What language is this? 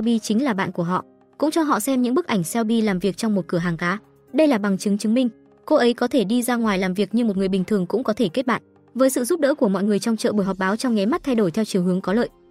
Vietnamese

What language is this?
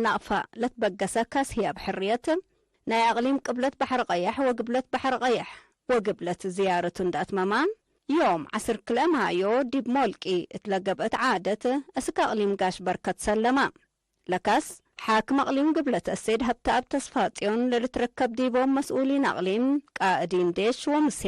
Tigre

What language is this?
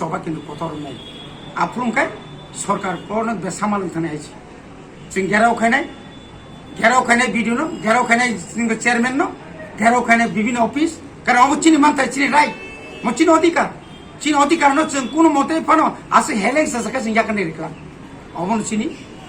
Kok Borok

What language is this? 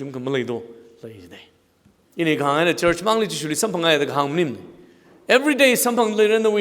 Tangkhul Naga (India)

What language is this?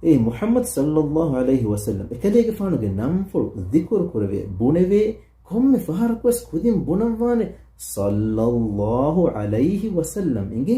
Divehi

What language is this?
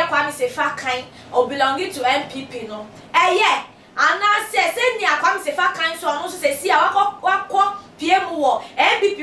Akan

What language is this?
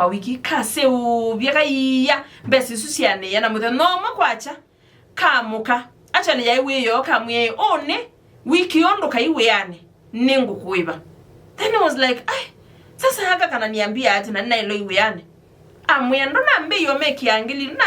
Kamba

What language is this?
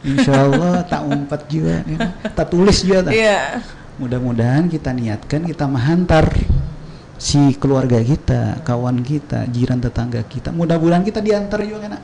Banjar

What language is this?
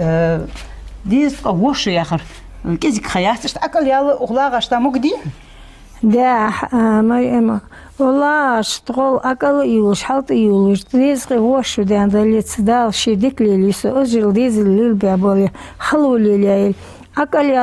Ingush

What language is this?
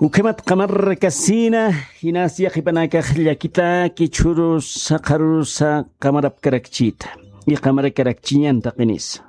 Aymara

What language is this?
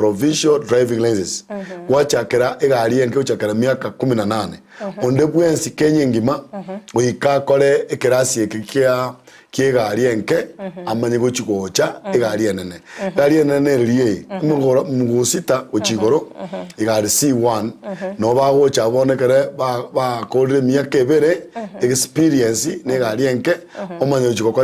Gusii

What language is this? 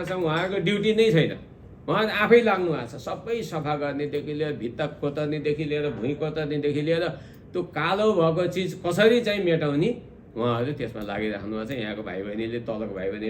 Nepali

